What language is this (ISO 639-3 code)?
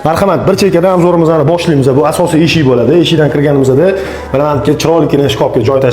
uzb